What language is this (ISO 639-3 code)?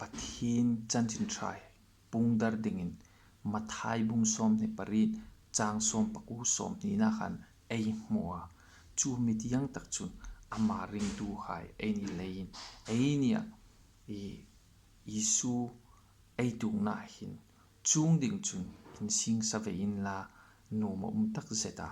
hmr